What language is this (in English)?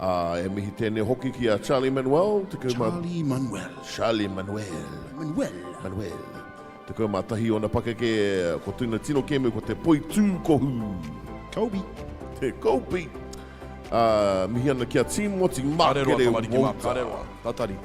Māori